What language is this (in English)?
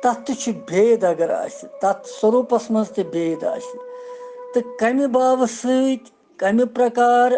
Kashmiri